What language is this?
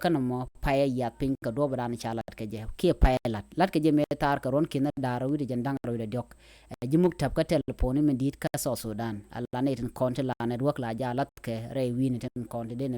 Nuer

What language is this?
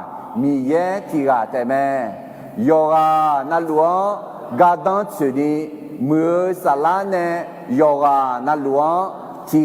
Akha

